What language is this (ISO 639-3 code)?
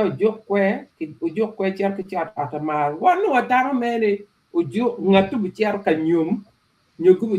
ach